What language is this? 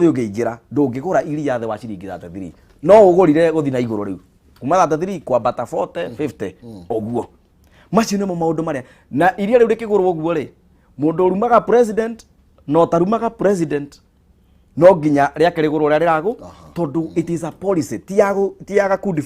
Kikuyu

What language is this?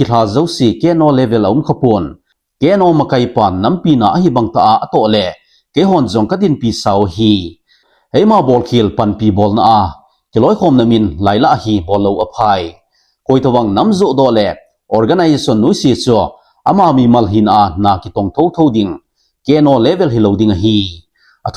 Thado Chin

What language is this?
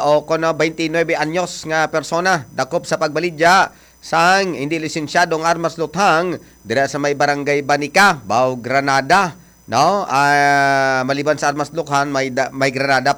Hiligaynon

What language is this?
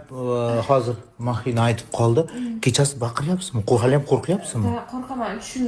Uzbek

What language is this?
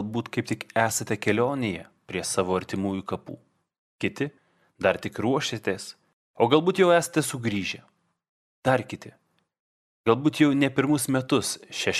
Lithuanian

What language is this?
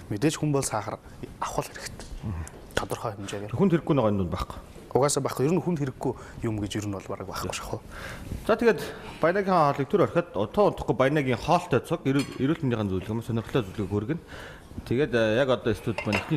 Mongolian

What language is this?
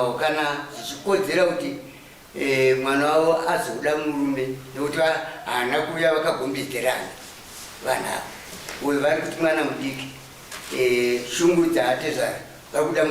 Shona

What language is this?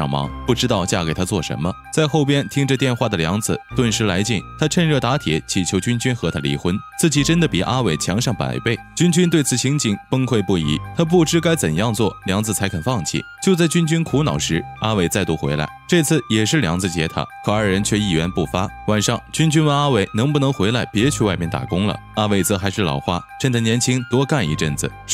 Chinese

